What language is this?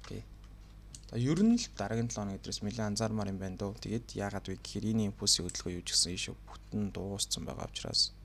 Mongolian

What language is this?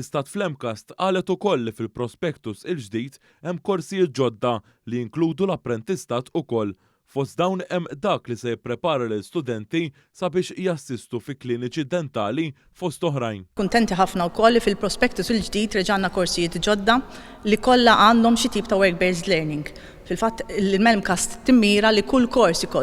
Maltese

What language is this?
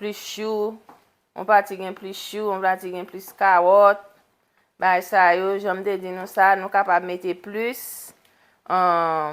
Haitian Creole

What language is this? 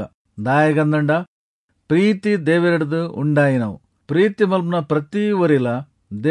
Tulu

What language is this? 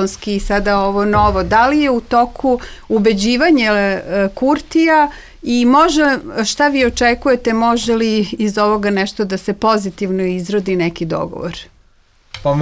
Serbian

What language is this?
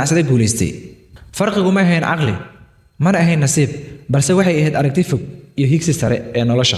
Somali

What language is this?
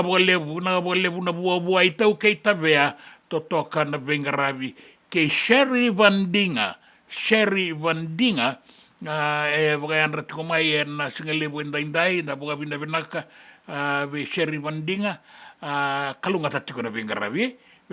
Fijian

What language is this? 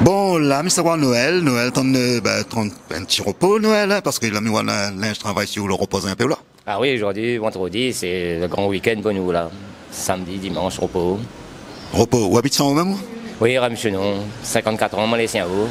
Réunion Creole French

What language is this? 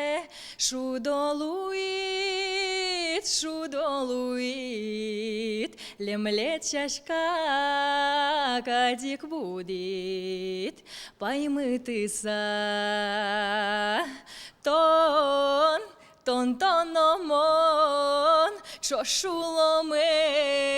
Udmurt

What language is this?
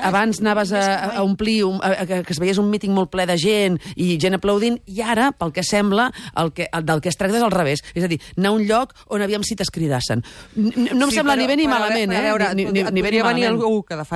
Catalan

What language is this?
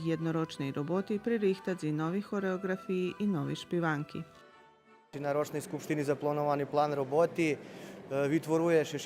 Rusyn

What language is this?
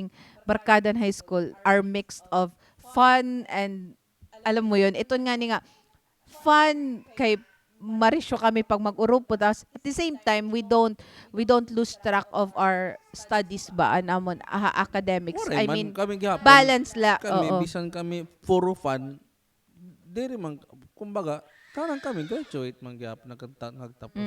Waray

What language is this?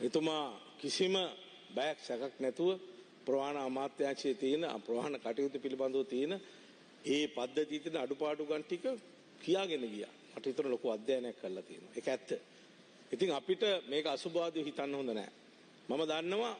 Sinhala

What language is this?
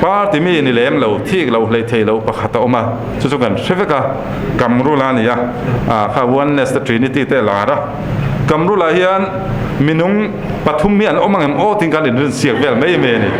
Mizo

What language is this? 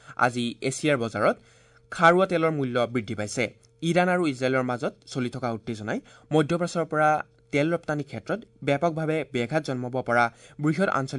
Assamese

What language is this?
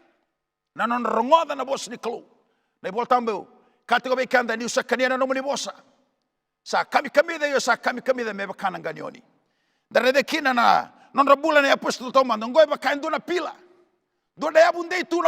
Fijian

